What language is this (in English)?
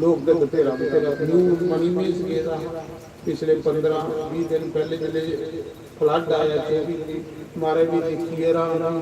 Dogri